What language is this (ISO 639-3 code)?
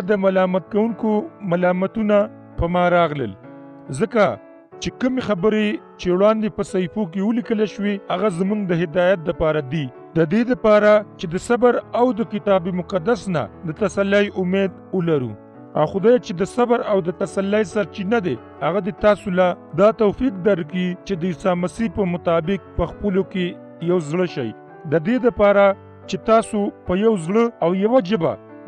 pus